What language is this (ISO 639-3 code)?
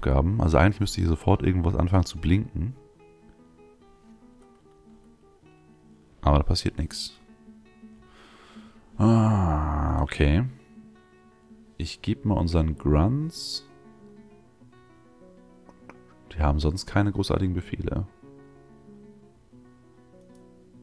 deu